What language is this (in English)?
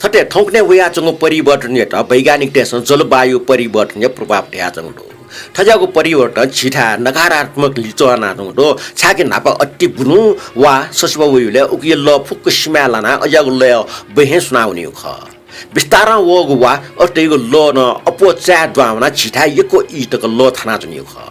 Newari